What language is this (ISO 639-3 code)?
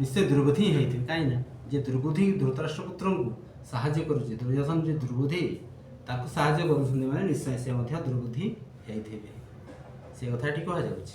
ori